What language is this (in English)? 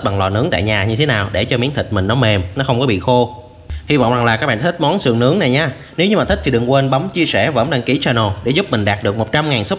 Vietnamese